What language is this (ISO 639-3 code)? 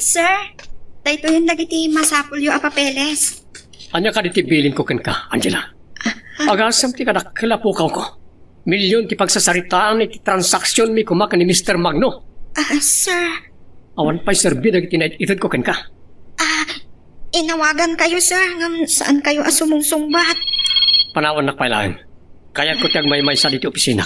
ilo